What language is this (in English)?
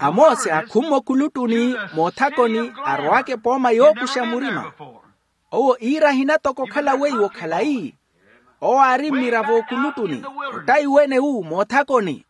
Makhuwa